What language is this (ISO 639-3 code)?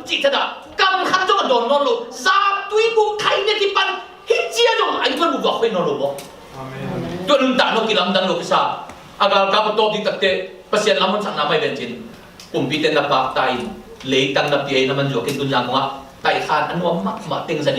ctd